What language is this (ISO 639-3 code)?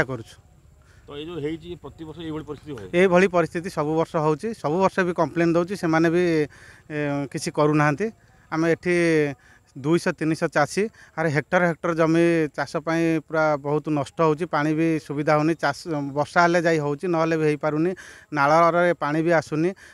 ori